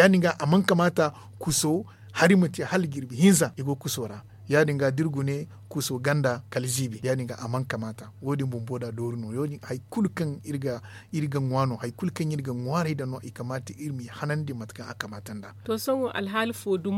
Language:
Zarma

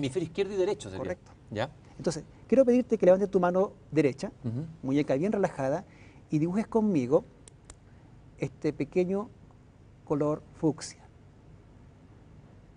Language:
Spanish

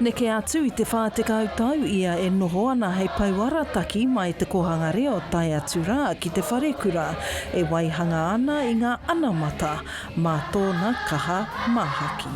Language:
Māori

